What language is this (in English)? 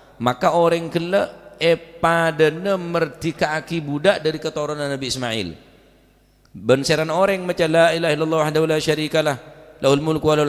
Madurese